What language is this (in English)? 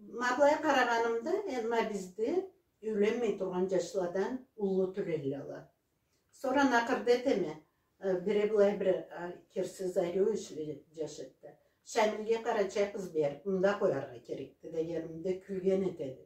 Karachay-Balkar